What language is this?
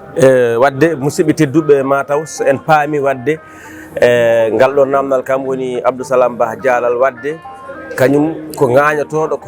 Fula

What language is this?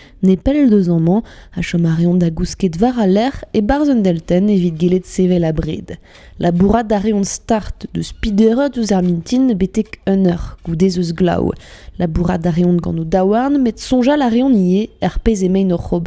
Breton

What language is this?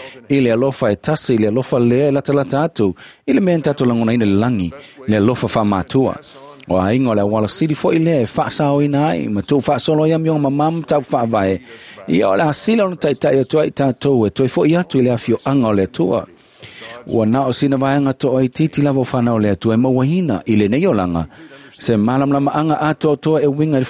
Samoan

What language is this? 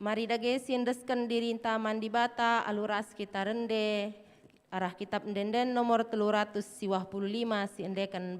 Batak Karo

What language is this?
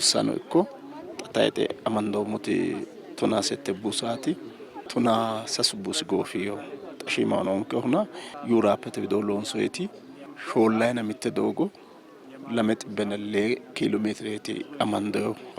Sidamo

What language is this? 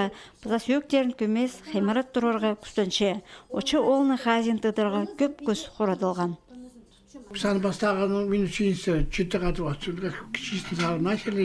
Khakas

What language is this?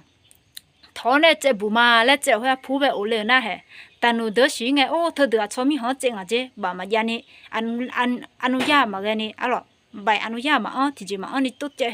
Akha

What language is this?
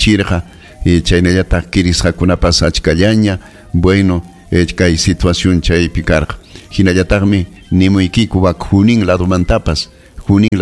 Ayacucho Quechua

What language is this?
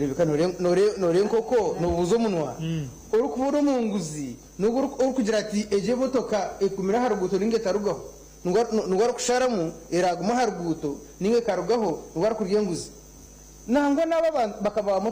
Nyankole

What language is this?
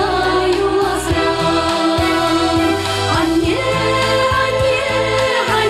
Chuvash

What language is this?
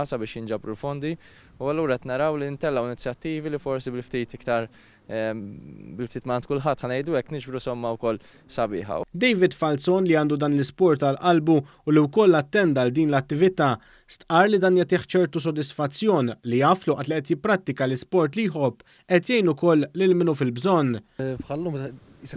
Maltese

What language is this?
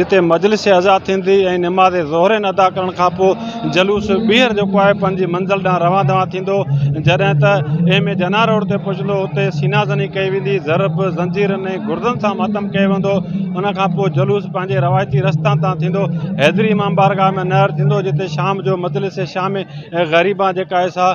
Sindhi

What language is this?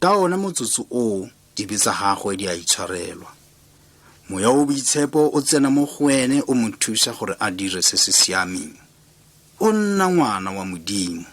Tswana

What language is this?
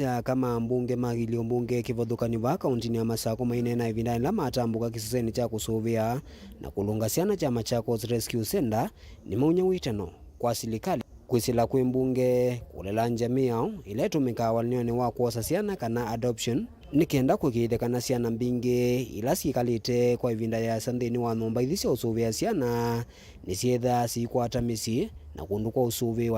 Kamba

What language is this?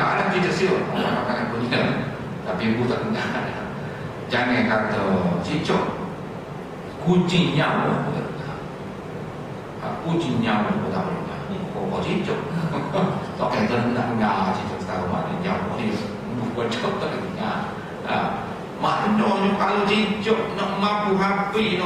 Malay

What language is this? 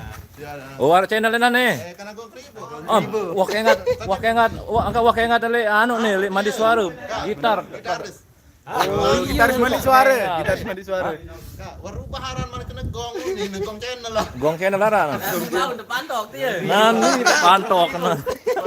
Sasak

